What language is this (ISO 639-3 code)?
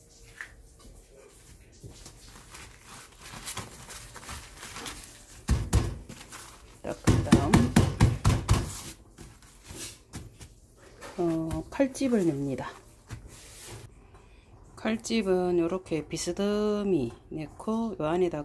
kor